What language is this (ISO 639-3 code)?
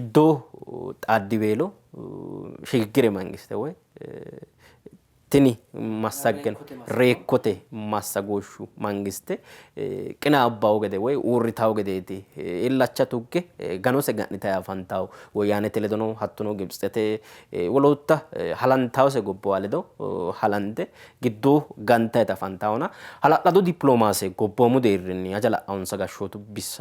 sid